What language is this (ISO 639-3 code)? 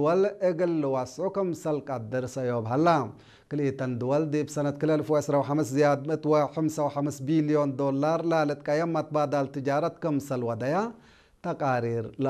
tig